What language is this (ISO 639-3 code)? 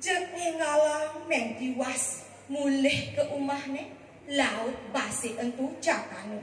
ban